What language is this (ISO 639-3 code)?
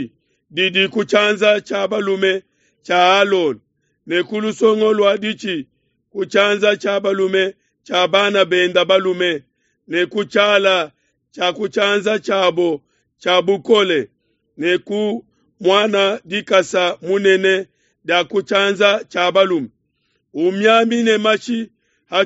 lua